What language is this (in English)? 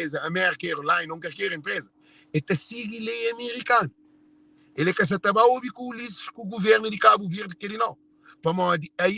Kabuverdianu